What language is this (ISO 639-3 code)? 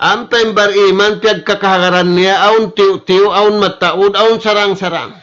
tsg